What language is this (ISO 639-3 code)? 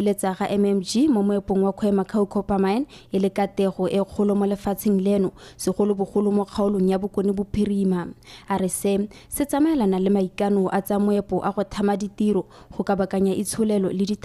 tsn